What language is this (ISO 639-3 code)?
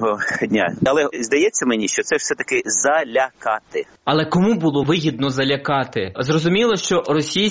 ukr